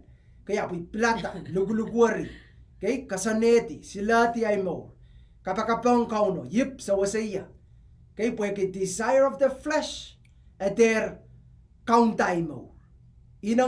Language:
Pohnpeian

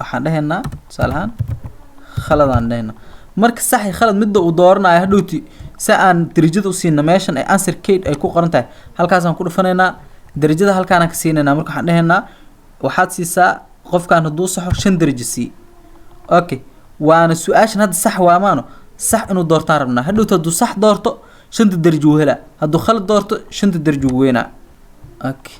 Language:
Somali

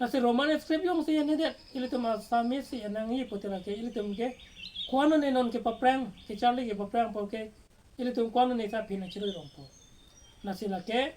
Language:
Karbi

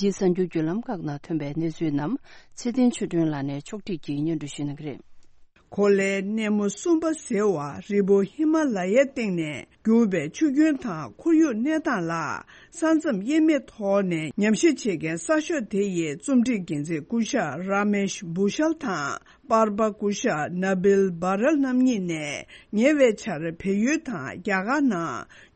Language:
Tibetan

